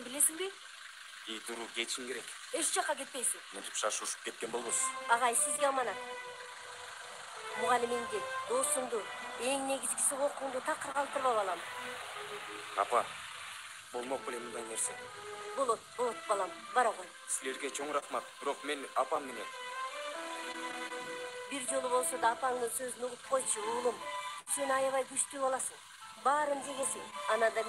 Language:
Kyrgyz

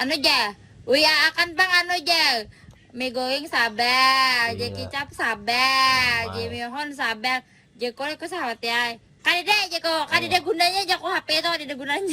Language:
Banjar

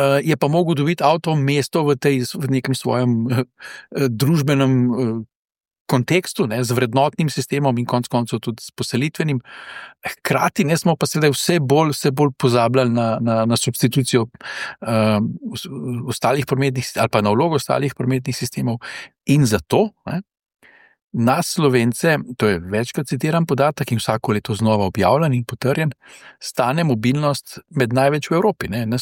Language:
Slovenian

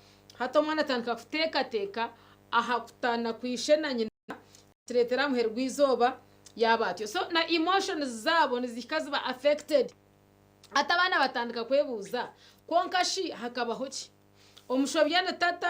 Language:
Nyankole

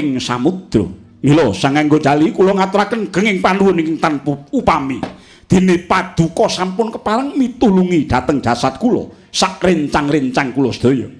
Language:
Javanese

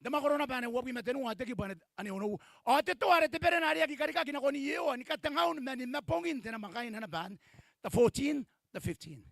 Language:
Gilbertese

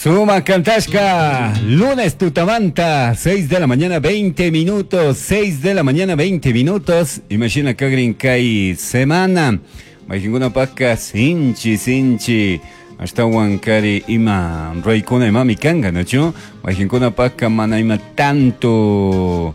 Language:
Chimborazo Highland Quichua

